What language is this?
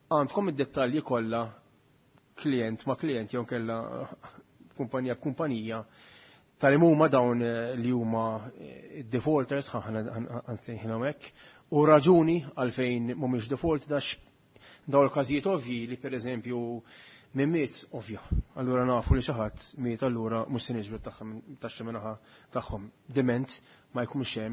Maltese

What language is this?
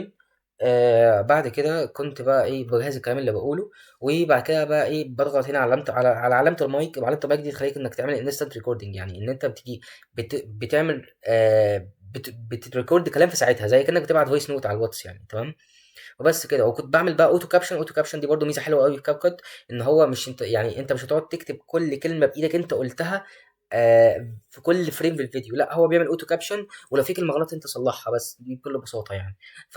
Egyptian Arabic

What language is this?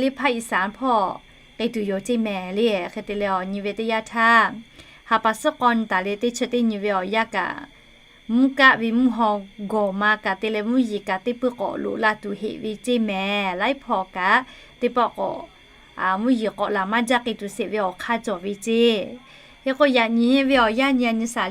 Lahu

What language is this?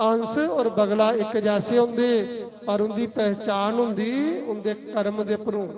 Dogri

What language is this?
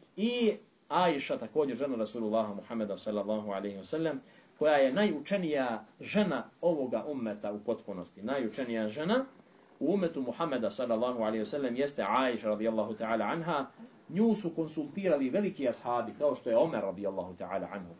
Bosnian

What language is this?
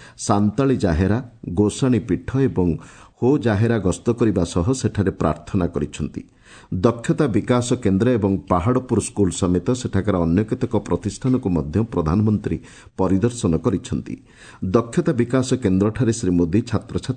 Odia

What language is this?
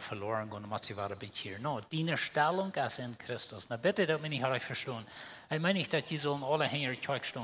Plautdietsch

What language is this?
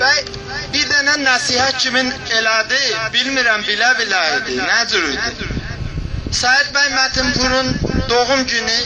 South Azerbaijani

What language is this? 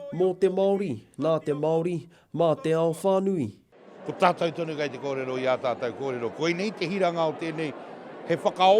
Māori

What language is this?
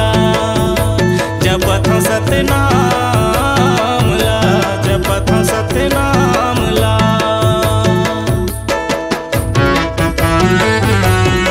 Chhattisgarhi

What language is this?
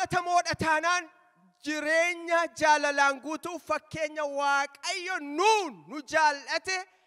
Oromo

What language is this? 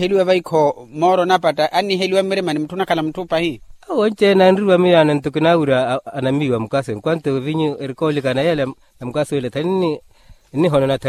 Makhuwa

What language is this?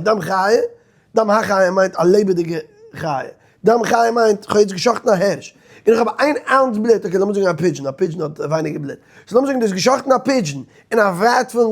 Yiddish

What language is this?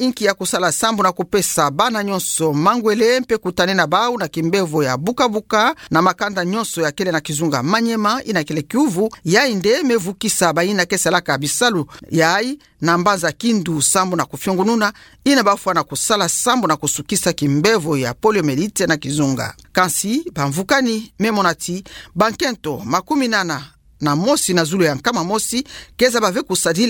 Kituba (Democratic Republic of Congo)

